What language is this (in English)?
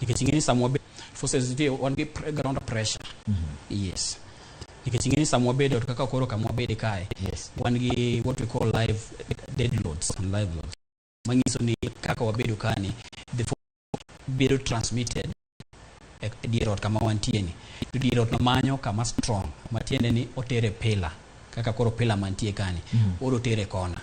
Luo (Kenya and Tanzania)